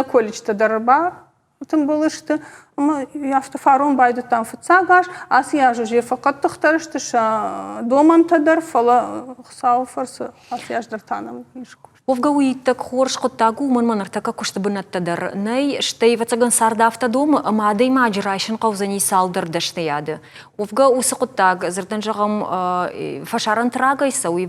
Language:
Ossetic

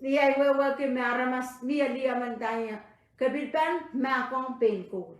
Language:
Pohnpeian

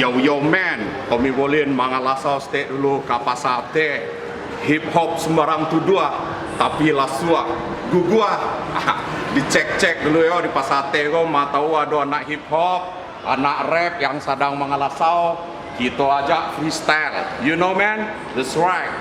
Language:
Minangkabau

